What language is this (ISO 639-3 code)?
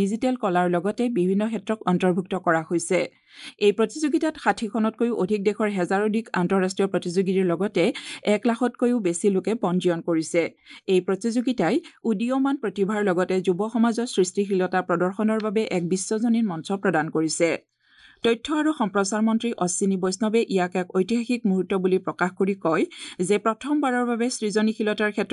asm